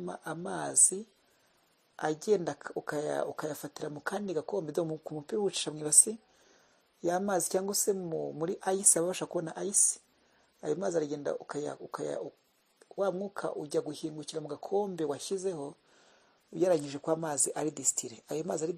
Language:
Kinyarwanda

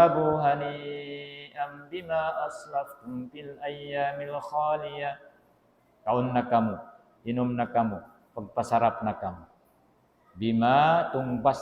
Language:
Tausug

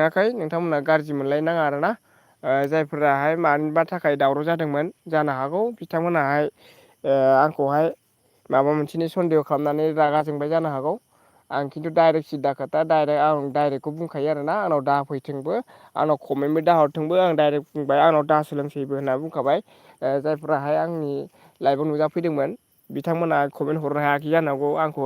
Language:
Bodo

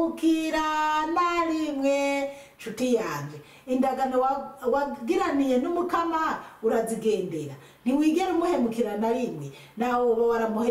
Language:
Rundi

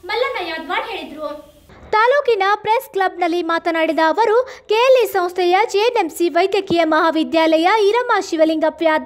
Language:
Kannada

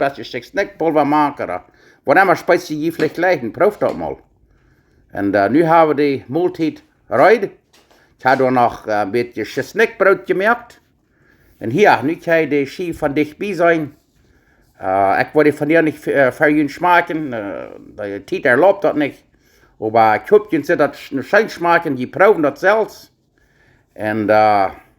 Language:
Plautdietsch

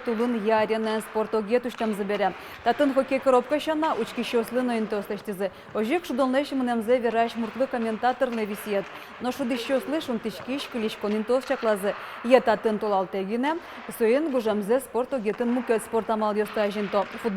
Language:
Udmurt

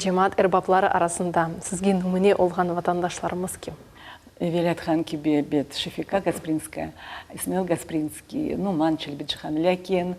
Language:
Crimean Tatar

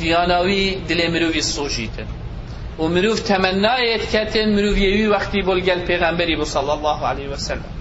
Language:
Kurdish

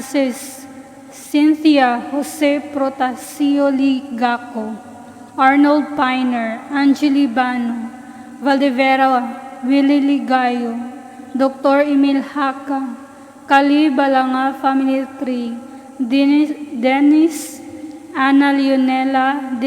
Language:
Cebuano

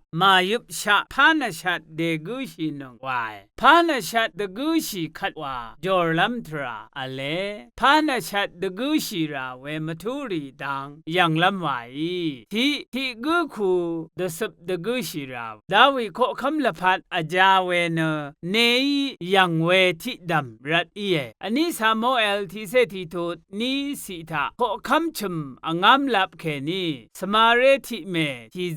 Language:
Rawang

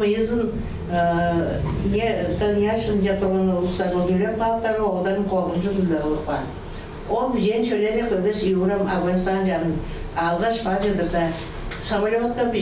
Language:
Tuvinian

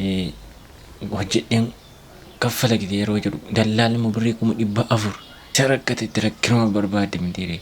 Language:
Oromo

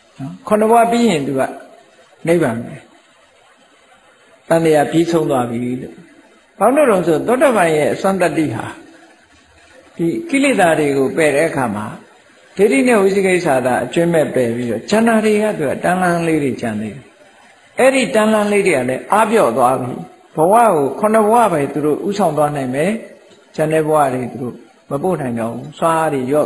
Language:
Burmese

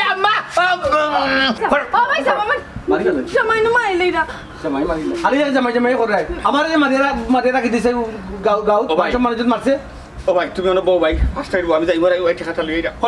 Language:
Sylheti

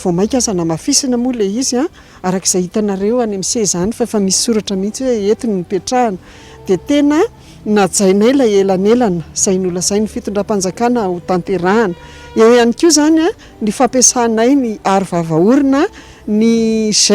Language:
Malagasy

